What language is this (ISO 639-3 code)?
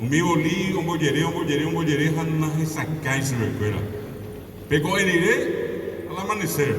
grn